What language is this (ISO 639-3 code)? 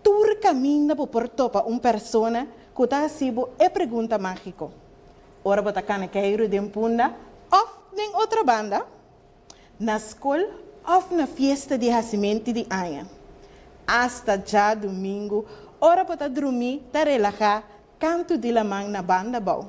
pap